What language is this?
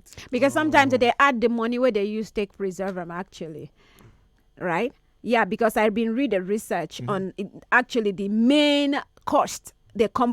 Nigerian Pidgin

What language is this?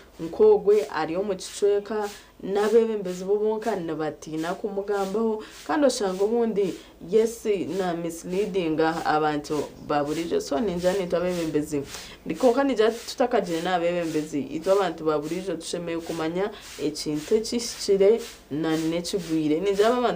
Nyankole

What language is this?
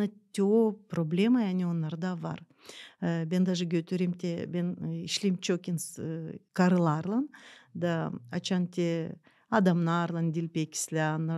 Gagauz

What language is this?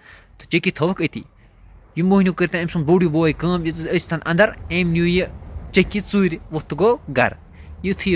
Kashmiri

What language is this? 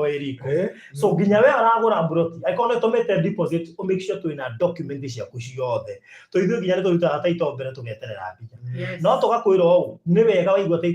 Kikuyu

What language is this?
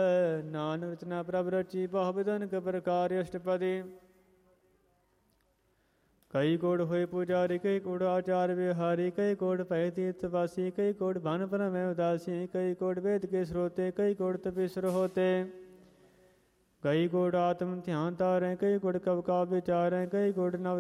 Punjabi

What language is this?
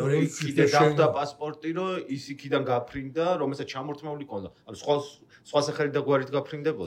Georgian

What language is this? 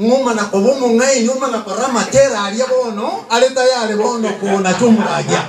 Gusii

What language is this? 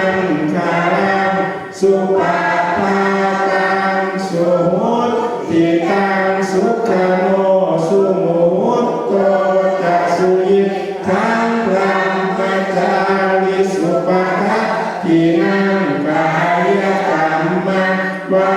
Pali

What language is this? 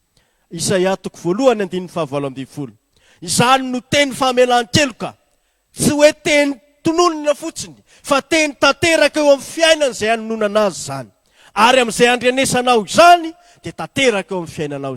Malagasy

